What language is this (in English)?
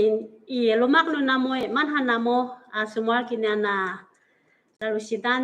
Amis